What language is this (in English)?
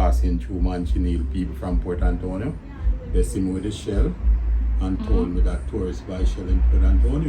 Jamaican Creole English